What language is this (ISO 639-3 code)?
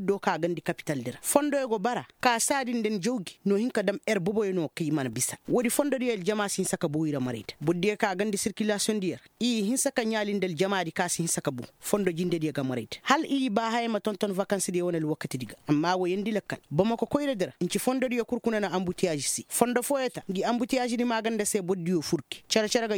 ses